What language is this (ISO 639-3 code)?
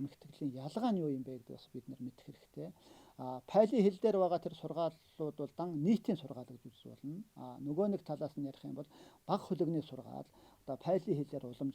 mon